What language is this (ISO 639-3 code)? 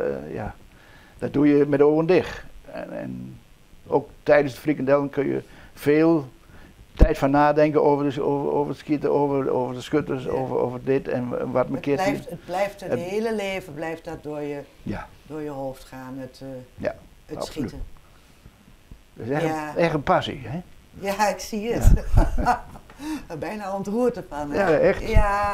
nld